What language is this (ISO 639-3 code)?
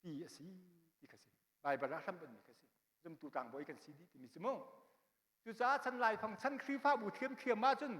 cnh